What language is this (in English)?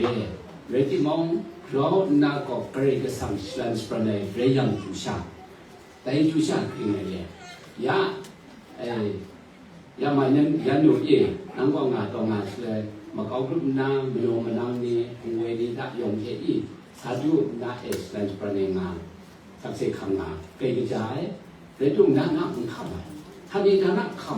Kachin